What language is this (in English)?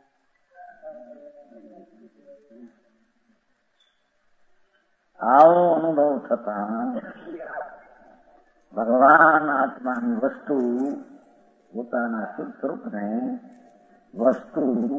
Gujarati